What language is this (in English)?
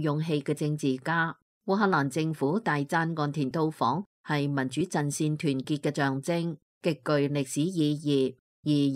Cantonese